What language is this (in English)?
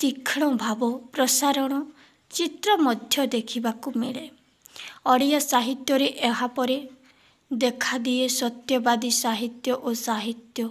Odia